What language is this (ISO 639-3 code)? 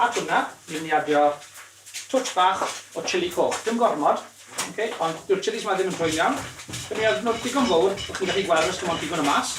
cym